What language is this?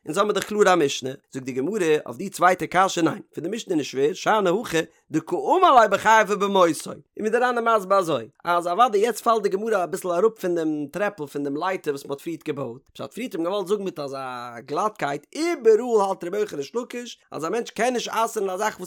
Yiddish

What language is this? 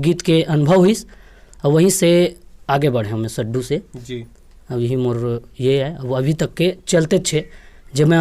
Chhattisgarhi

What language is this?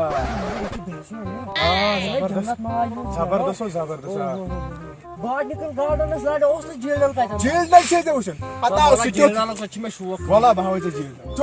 Kashmiri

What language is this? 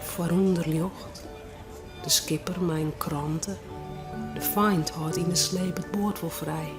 Western Frisian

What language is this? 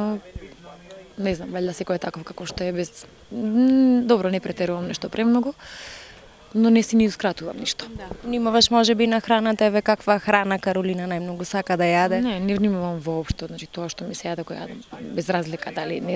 Macedonian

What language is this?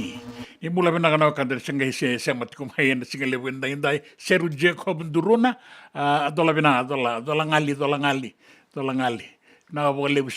Fijian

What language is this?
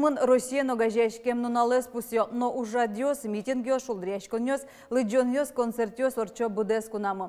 Udmurt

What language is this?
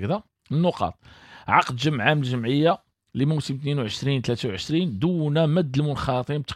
Moroccan Arabic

